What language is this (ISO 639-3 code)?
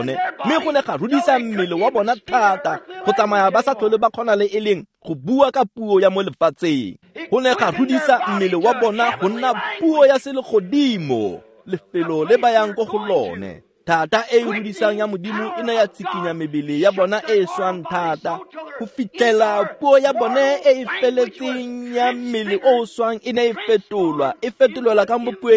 tsn